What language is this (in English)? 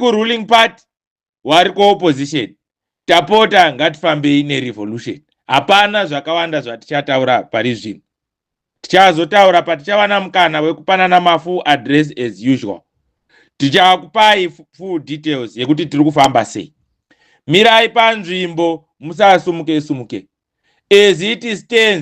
Shona